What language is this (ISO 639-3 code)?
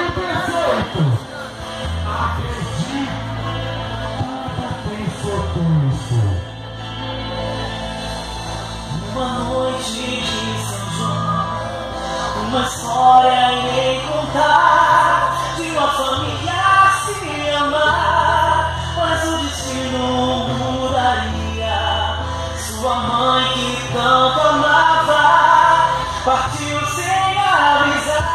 por